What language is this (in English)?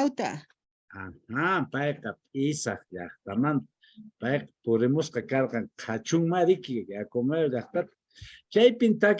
Quechua